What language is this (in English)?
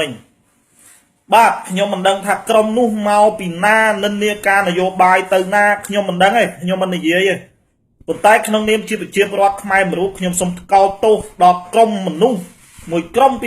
Khmer